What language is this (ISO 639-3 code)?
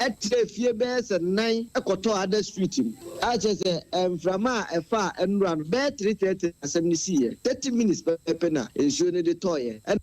aka